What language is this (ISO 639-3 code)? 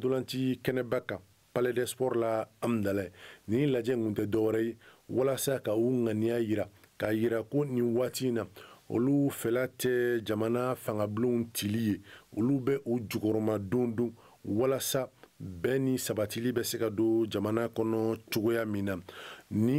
bam